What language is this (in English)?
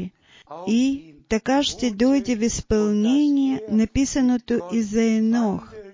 Bulgarian